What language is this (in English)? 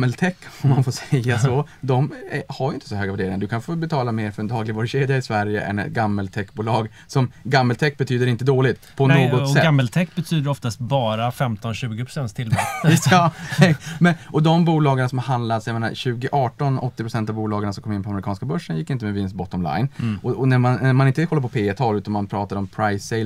Swedish